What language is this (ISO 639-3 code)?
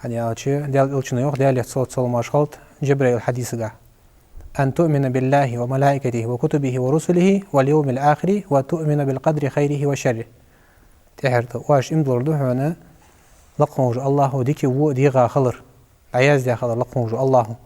inh